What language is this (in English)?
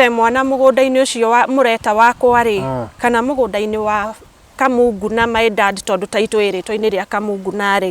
Kikuyu